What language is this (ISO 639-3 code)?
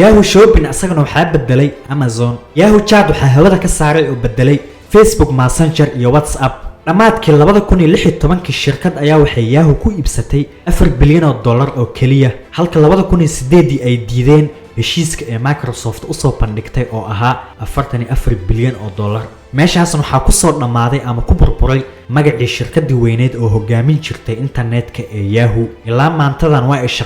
som